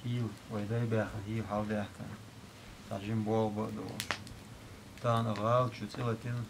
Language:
Chechen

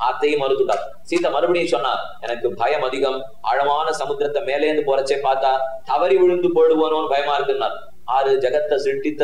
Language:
Tamil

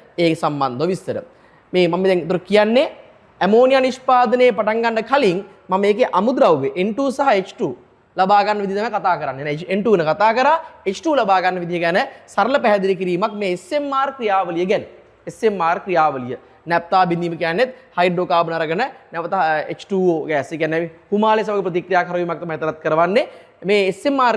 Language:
Sinhala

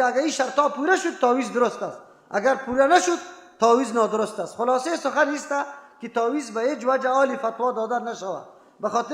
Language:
Persian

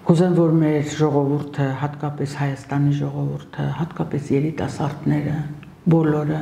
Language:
Armenian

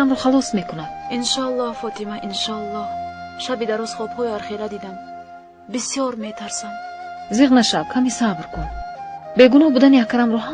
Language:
Tajik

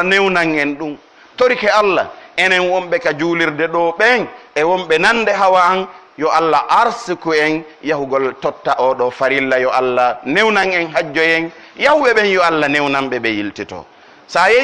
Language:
Pular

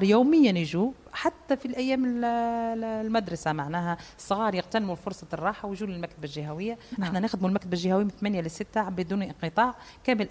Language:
Tunisian Arabic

